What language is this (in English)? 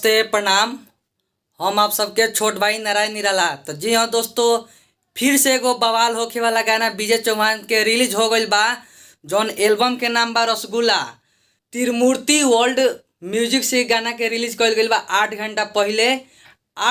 Bhojpuri